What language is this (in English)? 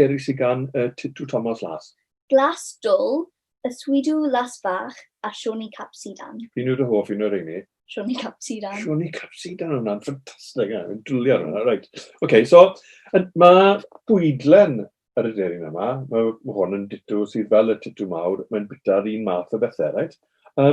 Welsh